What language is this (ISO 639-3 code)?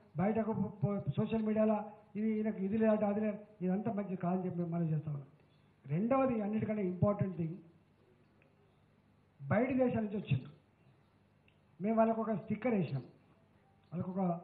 tel